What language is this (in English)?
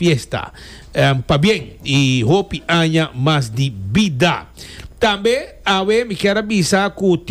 Papiamento